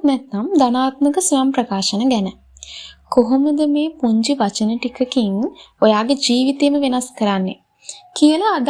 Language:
Sinhala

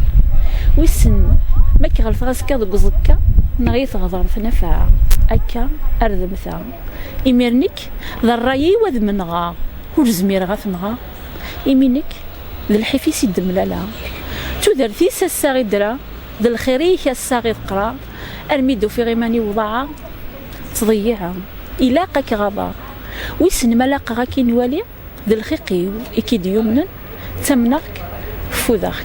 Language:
Kabyle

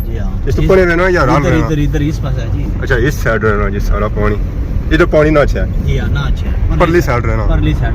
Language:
Pahari-Potwari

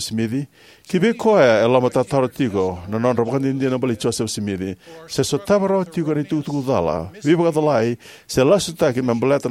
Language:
Fijian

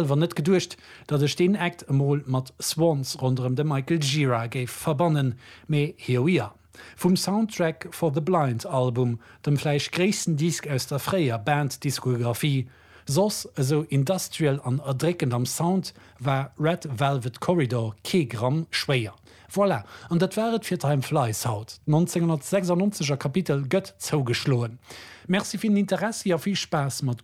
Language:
Luxembourgish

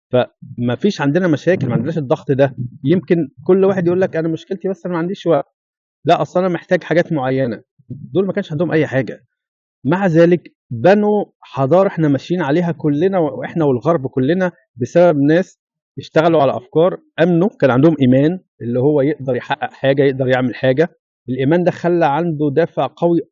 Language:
Egyptian Arabic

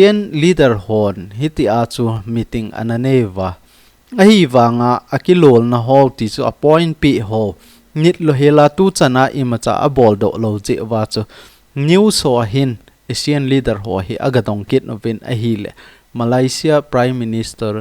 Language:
Thado Chin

